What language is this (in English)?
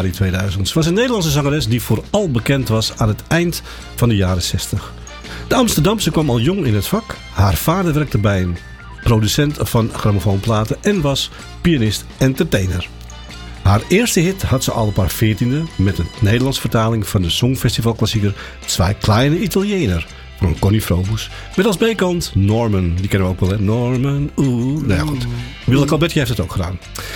Dutch